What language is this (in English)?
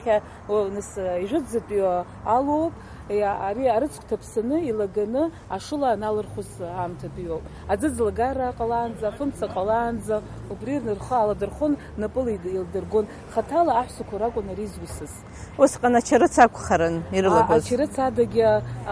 Abkhazian